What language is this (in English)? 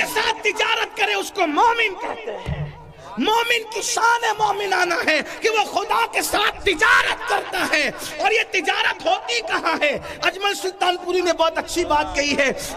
Urdu